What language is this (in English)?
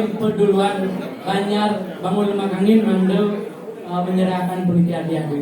Balinese